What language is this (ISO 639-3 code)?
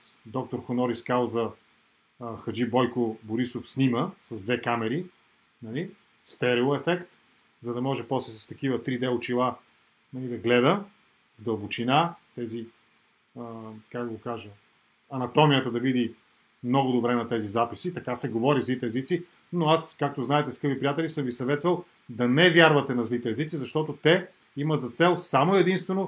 bul